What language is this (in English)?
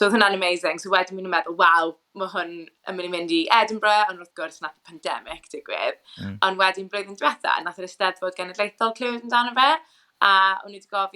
Welsh